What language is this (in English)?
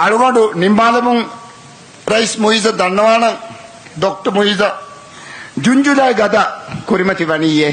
Divehi